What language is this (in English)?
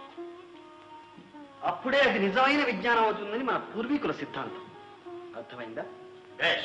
Telugu